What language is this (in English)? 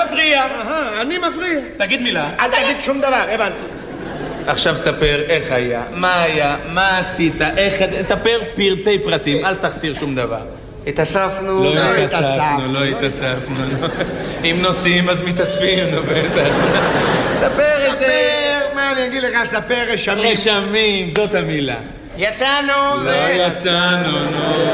Hebrew